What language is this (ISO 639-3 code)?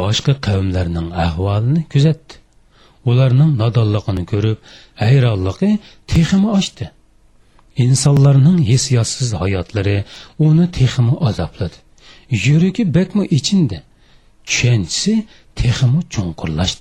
uig